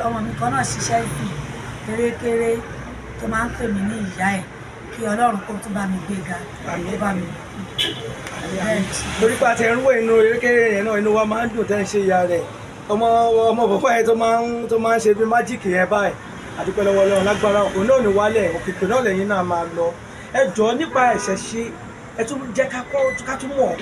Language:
Yoruba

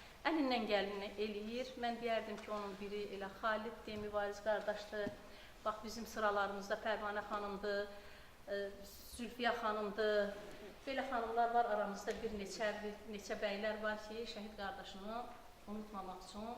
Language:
Azerbaijani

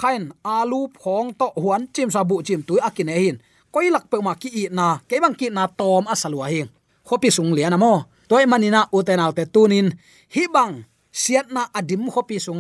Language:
Tedim Chin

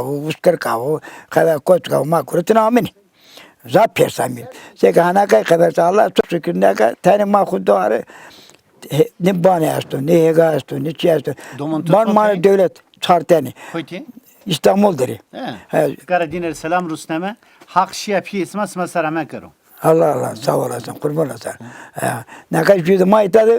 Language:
Zaza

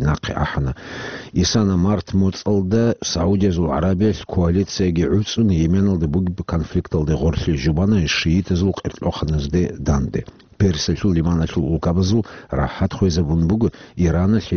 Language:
Avaric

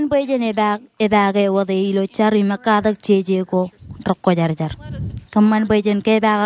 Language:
Marshallese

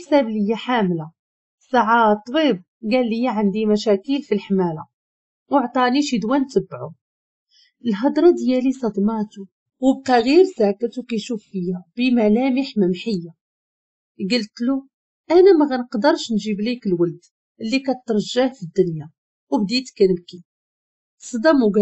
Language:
Moroccan Arabic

